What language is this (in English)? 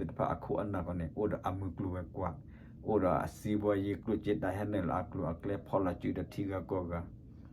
S'gaw Karen